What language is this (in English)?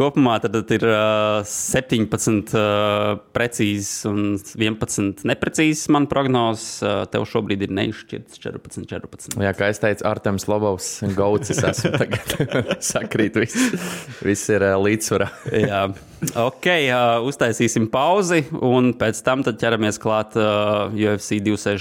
Latvian